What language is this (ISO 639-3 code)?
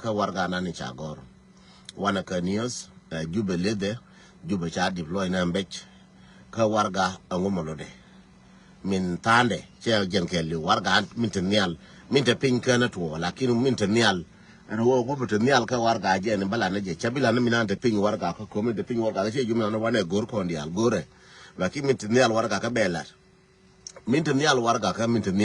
nus